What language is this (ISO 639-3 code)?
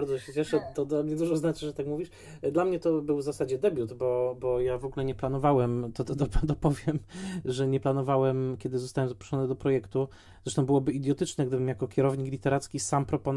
pol